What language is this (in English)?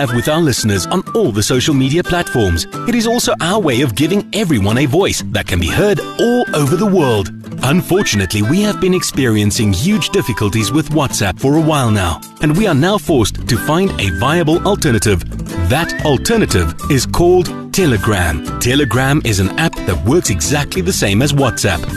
English